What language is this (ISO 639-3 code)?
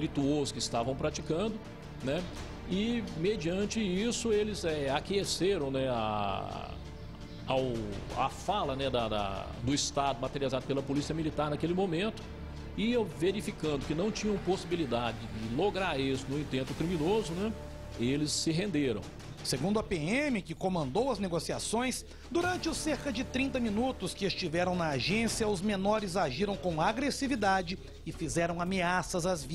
por